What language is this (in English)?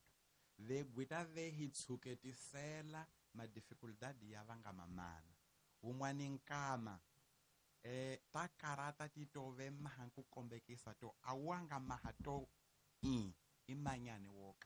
Tsonga